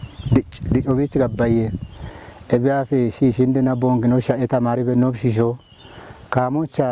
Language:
Kafa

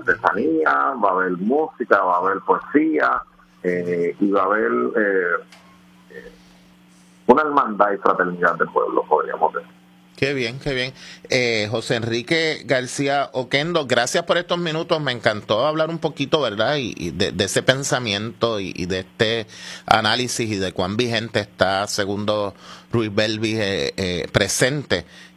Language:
Spanish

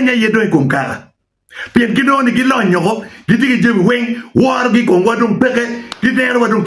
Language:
Acoli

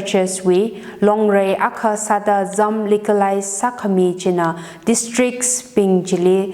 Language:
Tangkhul Naga (India)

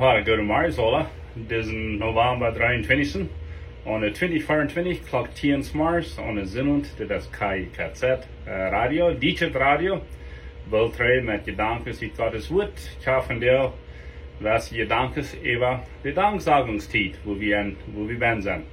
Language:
Plautdietsch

